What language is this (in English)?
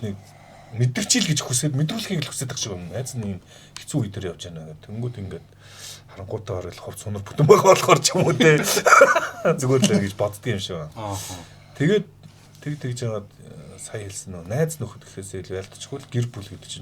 Mongolian